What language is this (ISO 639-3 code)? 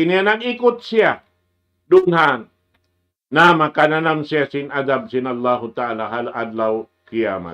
tsg